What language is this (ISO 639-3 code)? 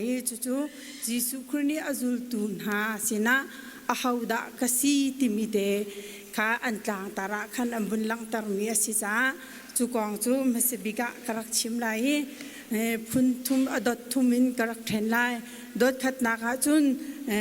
cnh